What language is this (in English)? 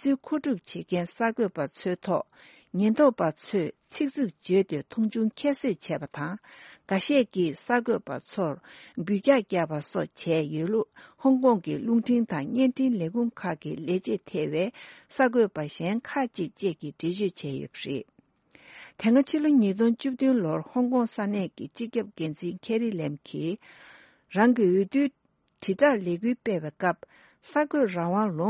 Tibetan